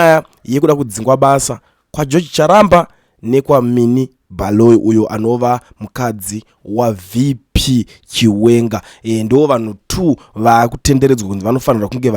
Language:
Shona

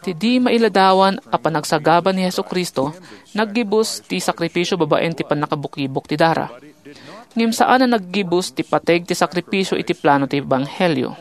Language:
Iloko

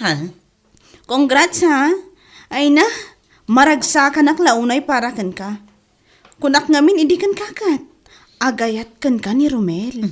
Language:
Iloko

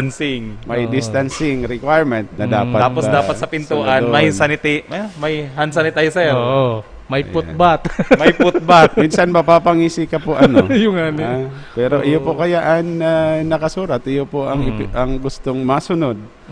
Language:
Bikol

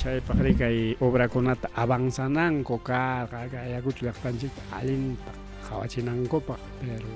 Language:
Ayacucho Quechua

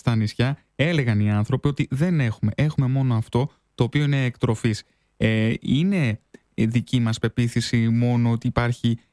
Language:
Greek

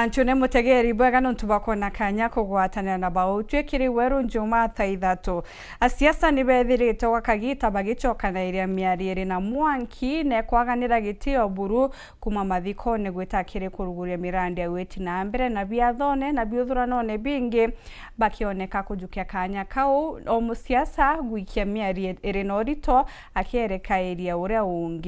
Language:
Meru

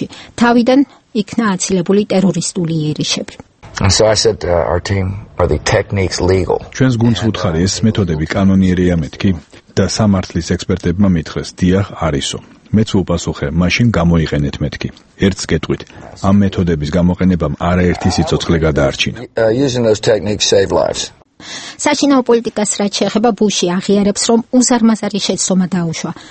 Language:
Georgian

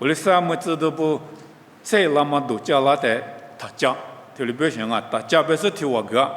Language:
Lisu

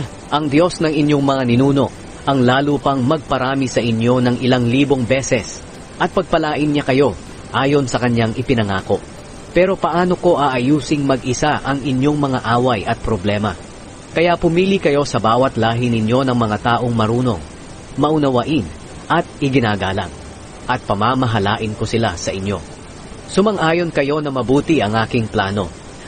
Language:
Filipino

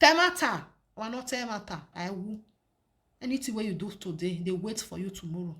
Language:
Nigerian Pidgin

